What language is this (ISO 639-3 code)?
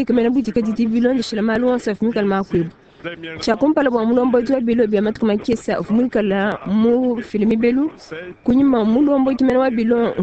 lua